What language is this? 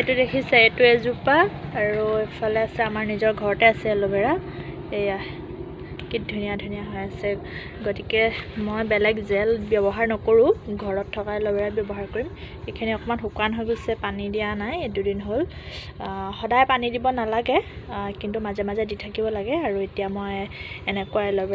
Assamese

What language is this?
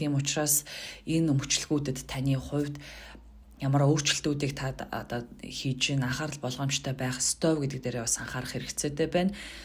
Mongolian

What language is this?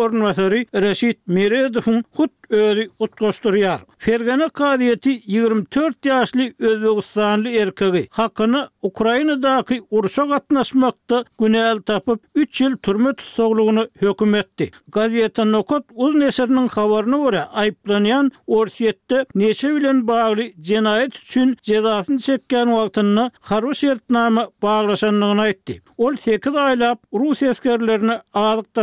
Turkmen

